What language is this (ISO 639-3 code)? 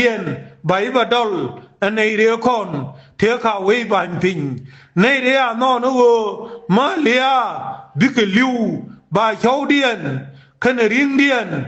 nus